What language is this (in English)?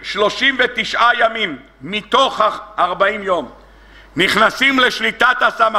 Hebrew